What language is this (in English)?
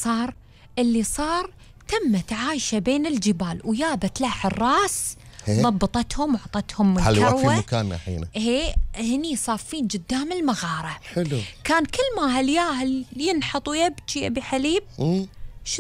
Gulf Arabic